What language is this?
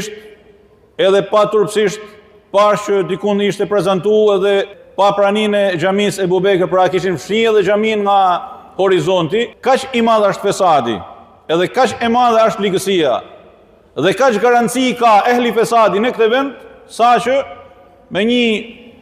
Albanian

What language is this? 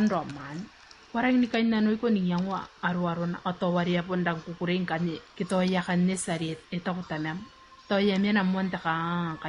Gilbertese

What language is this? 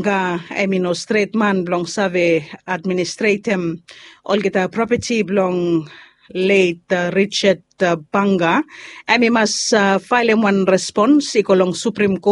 Bislama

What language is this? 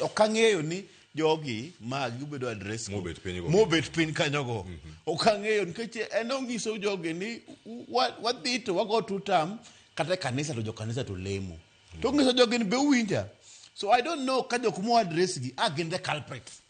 Luo (Kenya and Tanzania)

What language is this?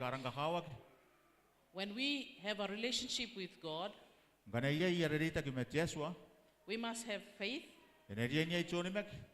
Gilbertese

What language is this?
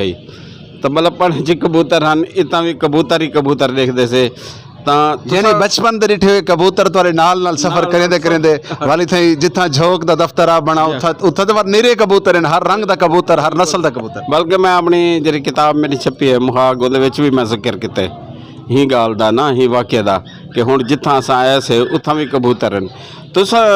Saraiki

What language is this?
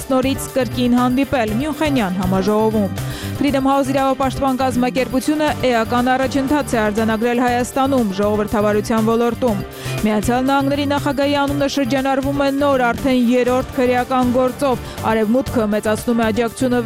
Armenian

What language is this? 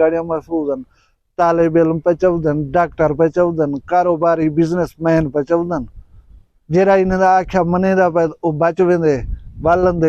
Saraiki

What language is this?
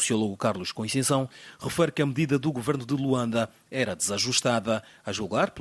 Portuguese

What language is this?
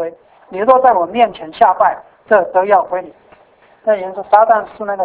Chinese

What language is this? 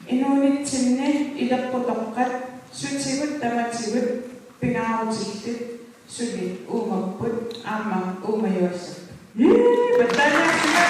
Kalaallisut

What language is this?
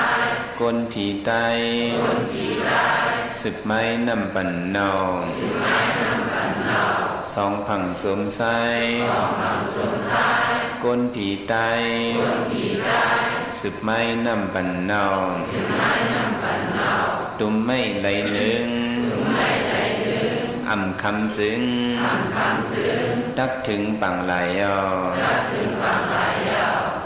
Shan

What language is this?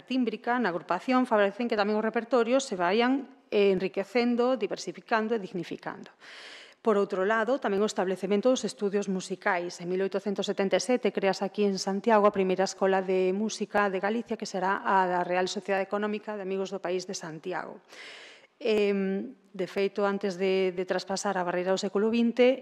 Galician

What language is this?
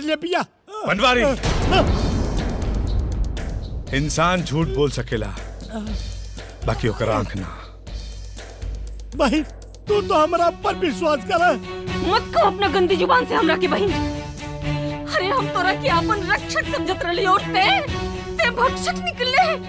Bhojpuri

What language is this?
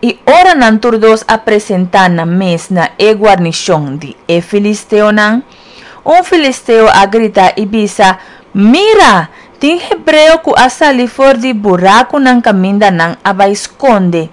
Papiamento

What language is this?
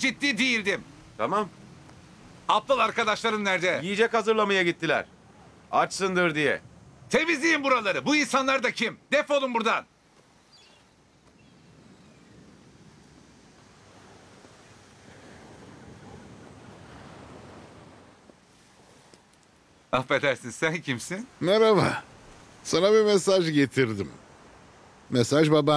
Turkish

